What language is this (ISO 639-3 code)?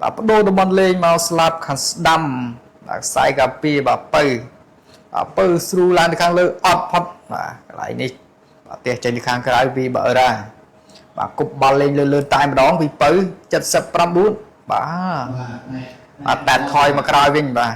khm